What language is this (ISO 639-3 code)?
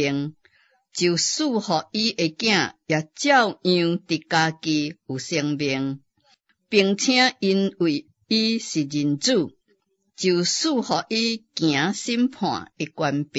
nan